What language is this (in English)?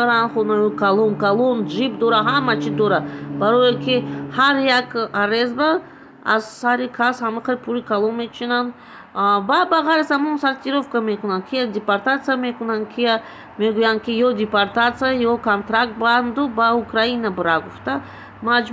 Tajik